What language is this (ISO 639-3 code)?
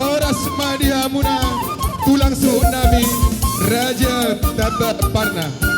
bbc